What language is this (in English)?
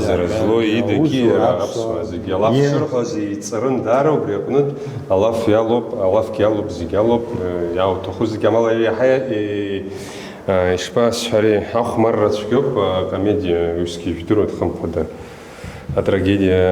Abkhazian